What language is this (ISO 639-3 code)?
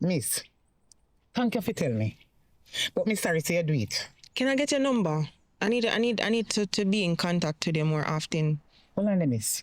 jam